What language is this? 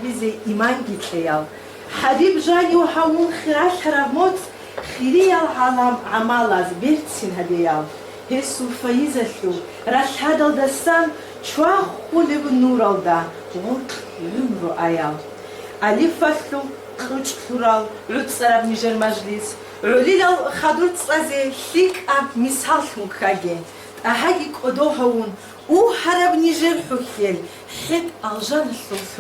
Avaric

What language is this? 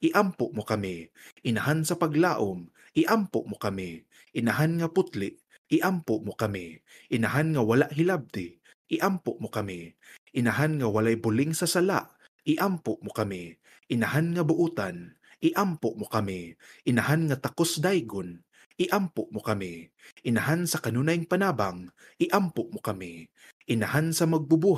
Cebuano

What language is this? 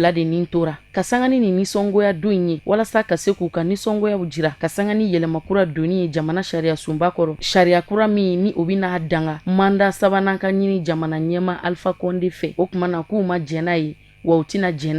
Bambara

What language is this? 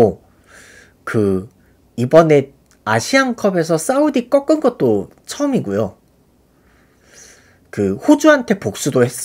Korean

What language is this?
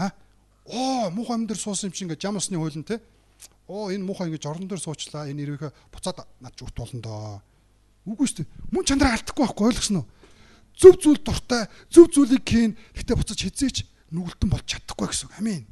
Mongolian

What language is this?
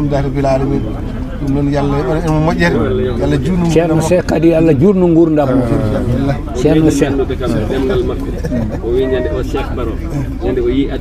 Fula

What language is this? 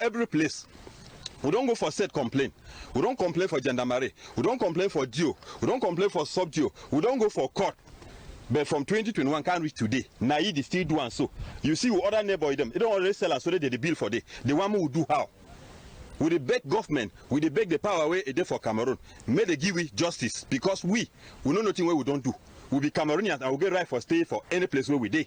Cameroon Pidgin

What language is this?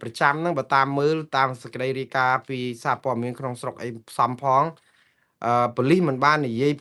Khmer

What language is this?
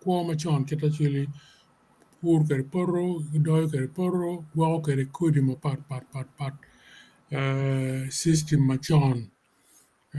Acoli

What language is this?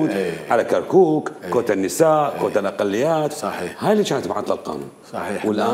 Mesopotamian Arabic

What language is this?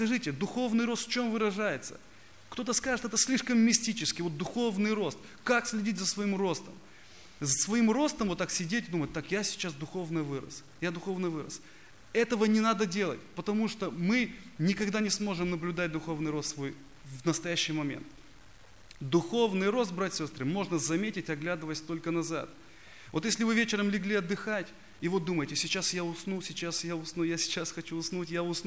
Russian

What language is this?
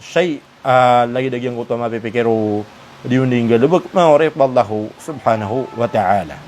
Maranao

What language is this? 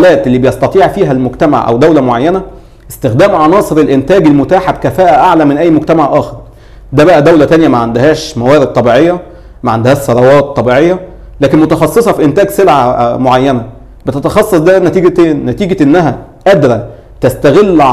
Egyptian Arabic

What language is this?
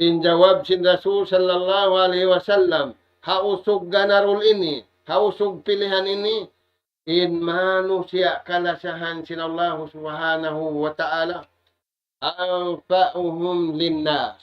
Tausug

